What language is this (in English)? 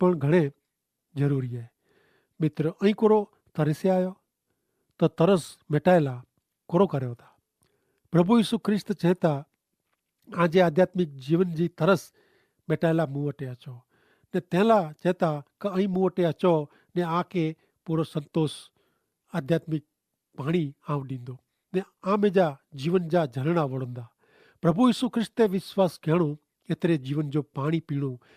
Kachhi